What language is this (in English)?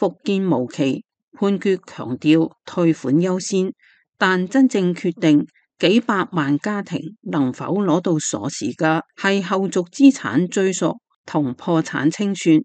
Cantonese